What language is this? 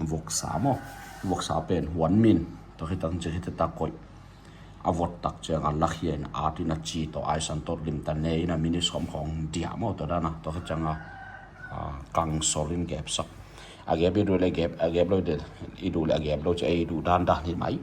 Tedim Chin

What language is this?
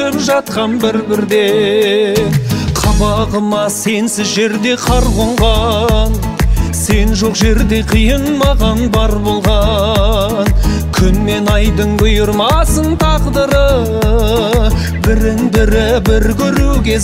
Kazakh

